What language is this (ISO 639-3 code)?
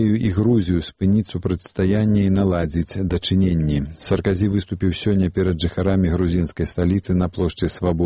bel